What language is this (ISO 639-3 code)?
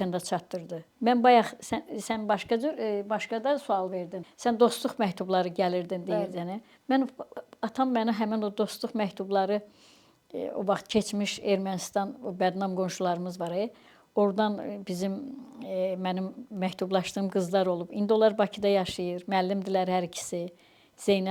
aze